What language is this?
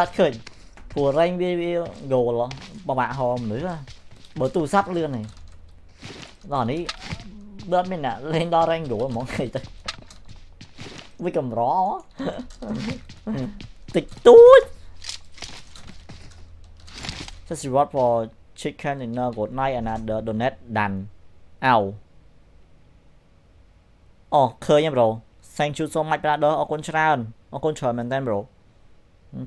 Vietnamese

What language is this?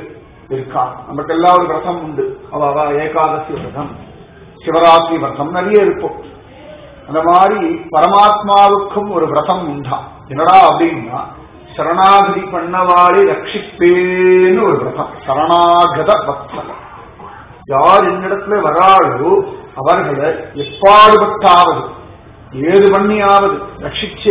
Tamil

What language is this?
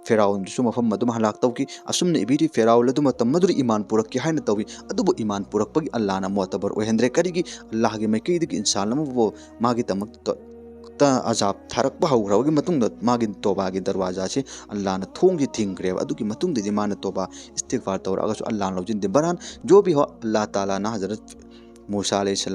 Manipuri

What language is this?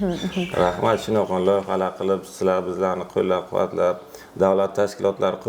Uzbek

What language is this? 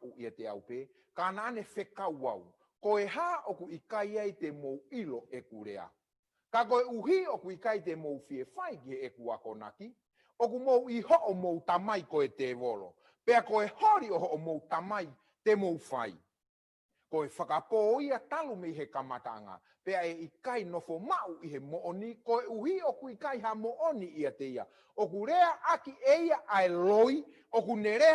Tongan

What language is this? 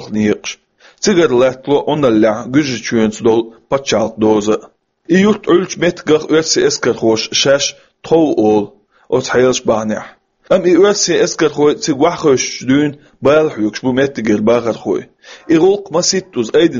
Chechen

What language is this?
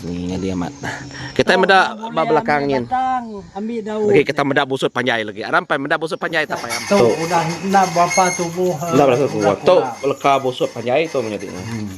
Iban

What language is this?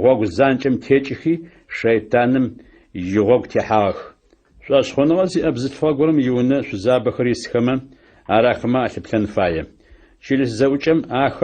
Adyghe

